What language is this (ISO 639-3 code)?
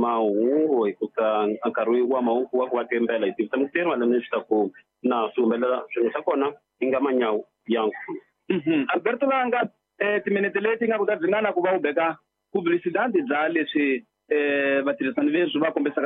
tso